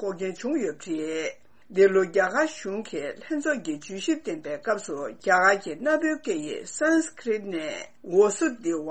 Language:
Tibetan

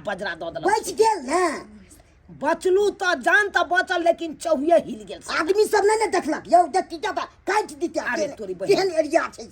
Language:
Maithili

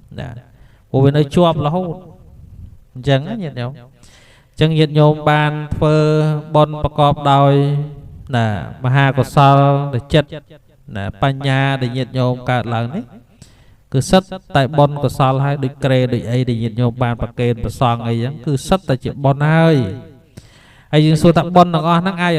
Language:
Khmer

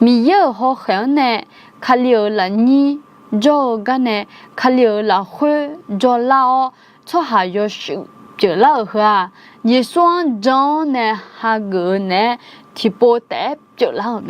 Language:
Akha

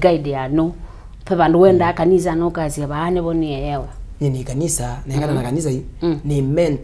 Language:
Kamba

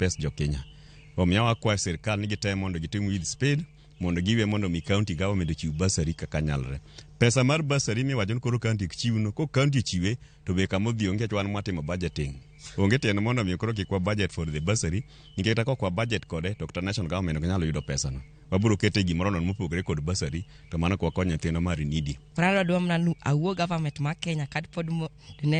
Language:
Luo (Kenya and Tanzania)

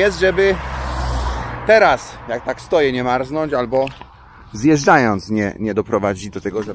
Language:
Polish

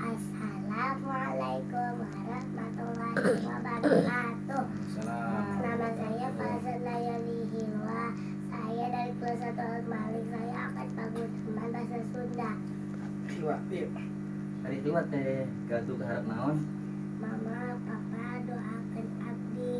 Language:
Sundanese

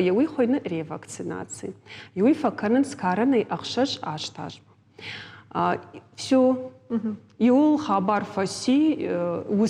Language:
Ossetic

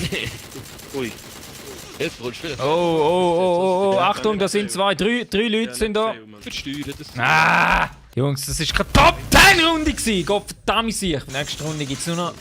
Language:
Swiss German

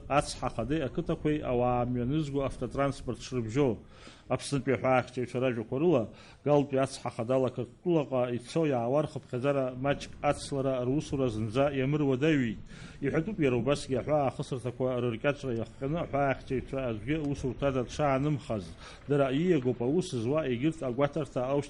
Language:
Abkhazian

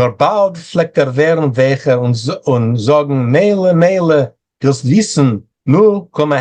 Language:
Yiddish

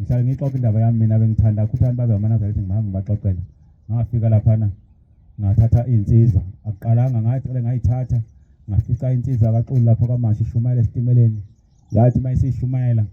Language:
Zulu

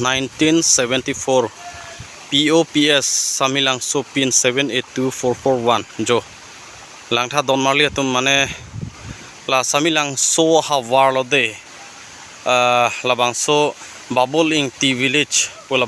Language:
Karbi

